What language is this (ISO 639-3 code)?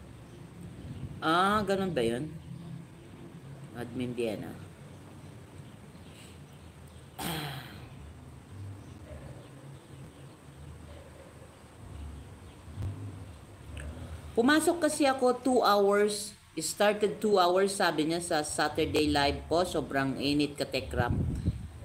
fil